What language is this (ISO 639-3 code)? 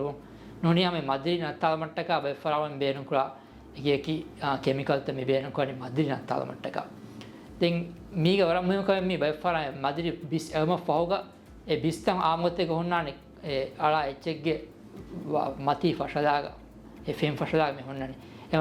div